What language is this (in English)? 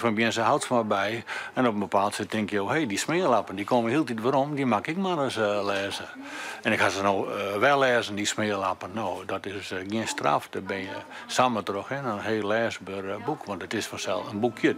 Western Frisian